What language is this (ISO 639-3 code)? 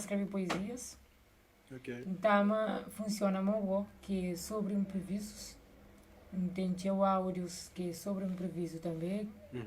kea